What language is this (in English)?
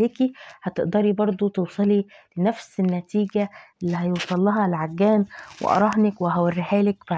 Egyptian Arabic